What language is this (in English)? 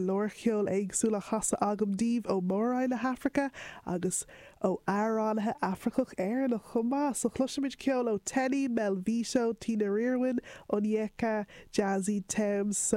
Irish